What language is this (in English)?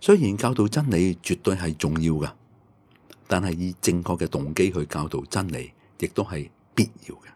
Cantonese